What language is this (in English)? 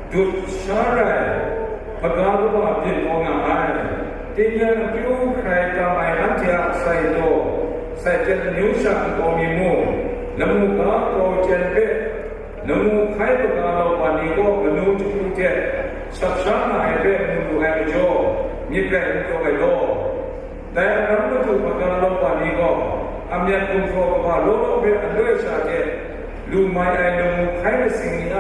Kachin